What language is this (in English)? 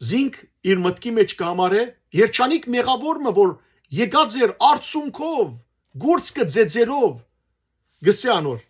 Western Armenian